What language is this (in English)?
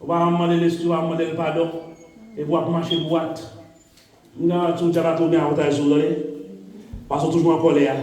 Haitian Creole